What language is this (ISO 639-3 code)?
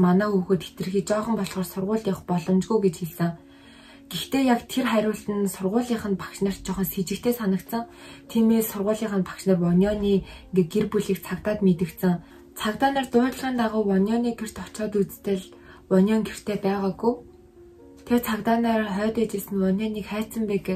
mon